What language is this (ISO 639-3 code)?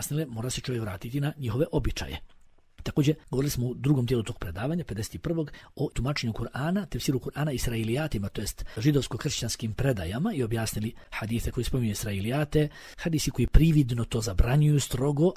bos